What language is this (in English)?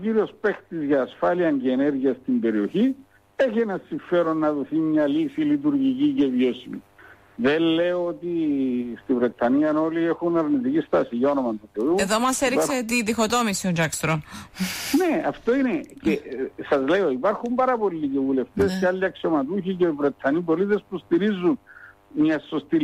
Greek